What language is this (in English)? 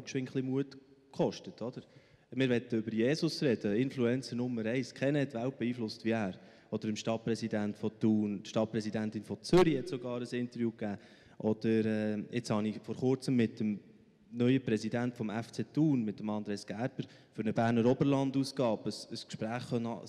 Swiss German